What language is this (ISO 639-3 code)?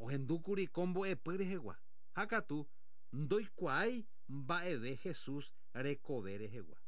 grn